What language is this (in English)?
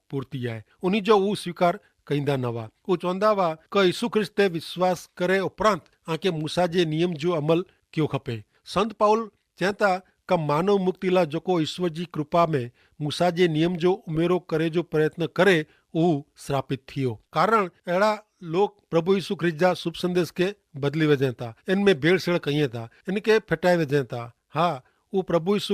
Kachhi